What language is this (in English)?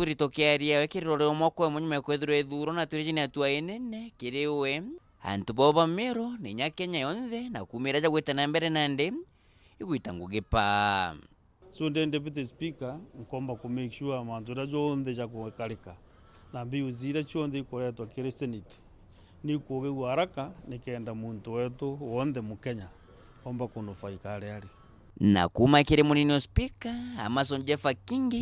Meru